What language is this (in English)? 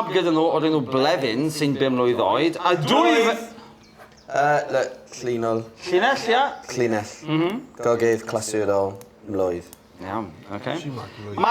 Welsh